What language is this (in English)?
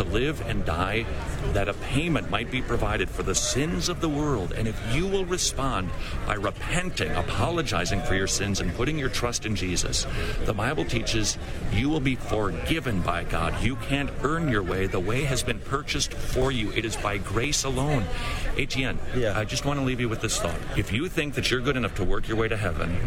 English